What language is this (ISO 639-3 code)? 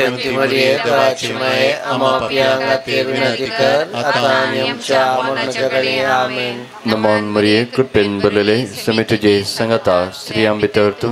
kok